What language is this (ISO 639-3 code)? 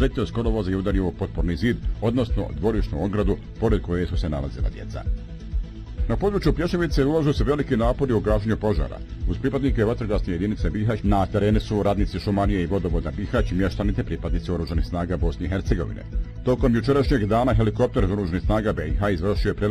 bos